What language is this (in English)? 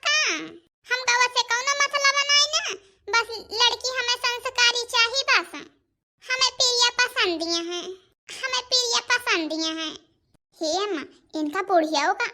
Awadhi